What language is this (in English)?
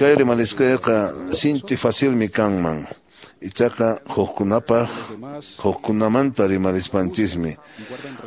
Quechua